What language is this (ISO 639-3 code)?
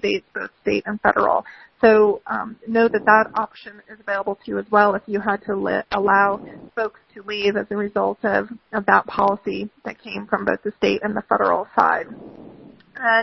eng